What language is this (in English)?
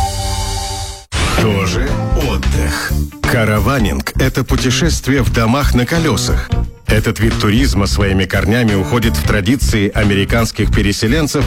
Russian